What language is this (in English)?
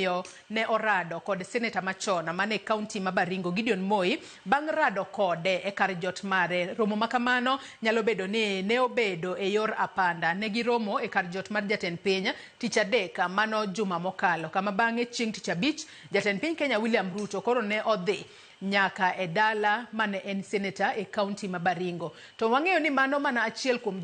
Luo (Kenya and Tanzania)